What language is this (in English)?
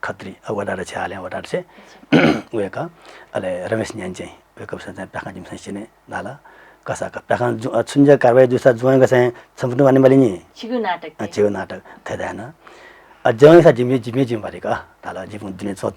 Newari